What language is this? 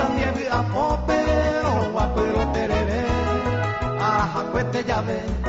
Guarani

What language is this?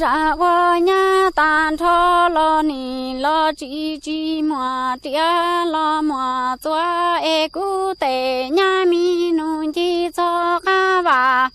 Hmong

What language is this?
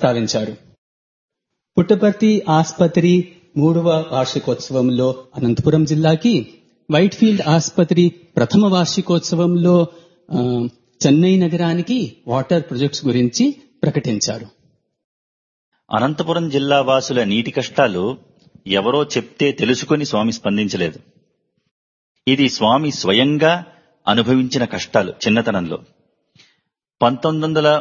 Telugu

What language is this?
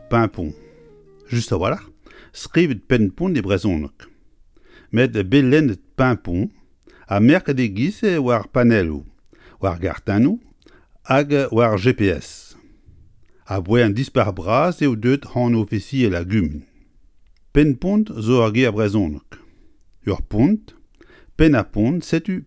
Breton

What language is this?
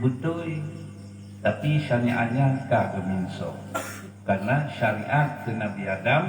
Achinese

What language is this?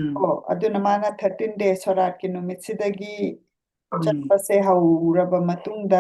Manipuri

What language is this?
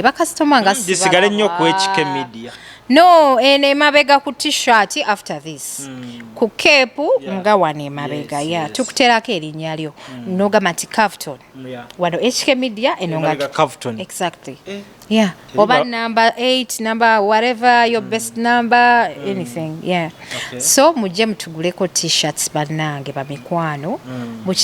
Ganda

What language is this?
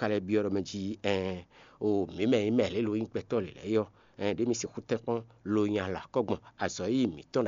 Fon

